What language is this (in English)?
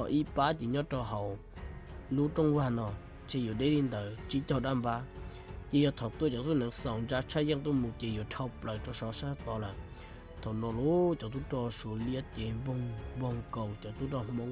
Hmong